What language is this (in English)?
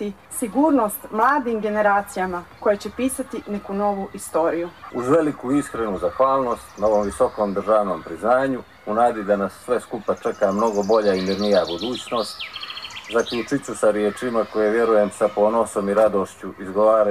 Bosnian